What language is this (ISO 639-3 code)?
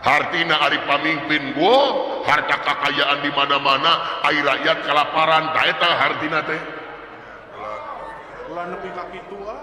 sun